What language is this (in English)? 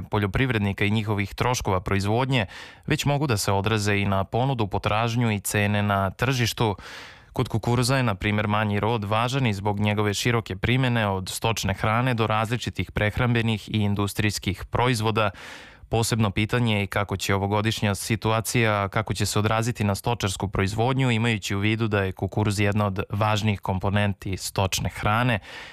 Serbian